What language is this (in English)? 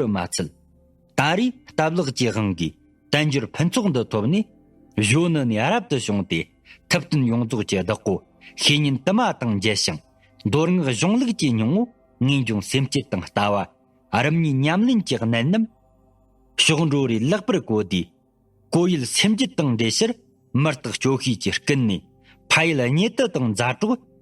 Tibetan